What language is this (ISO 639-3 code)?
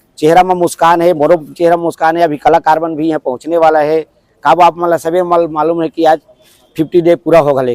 hne